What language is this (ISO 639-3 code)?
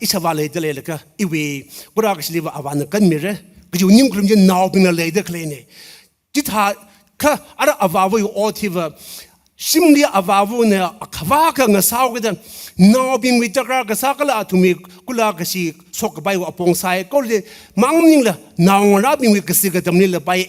nmf